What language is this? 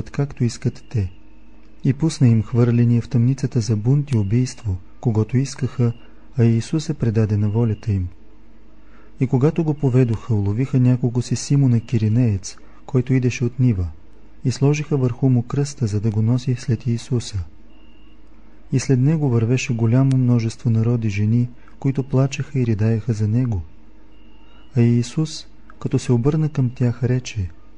Bulgarian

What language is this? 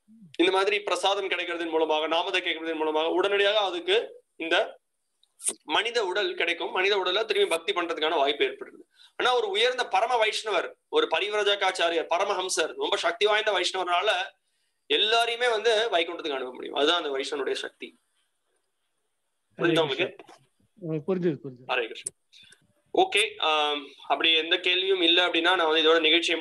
Tamil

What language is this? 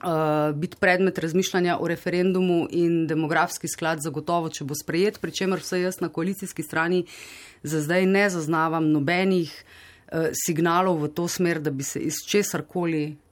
Slovenian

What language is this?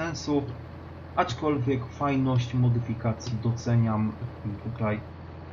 Polish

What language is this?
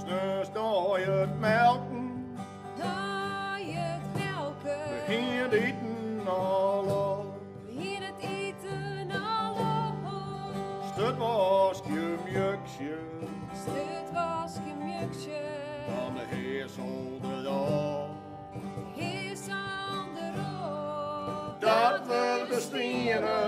Western Frisian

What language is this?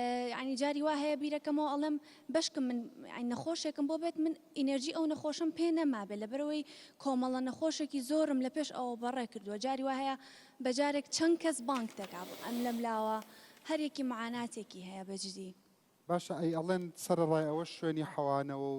Central Kurdish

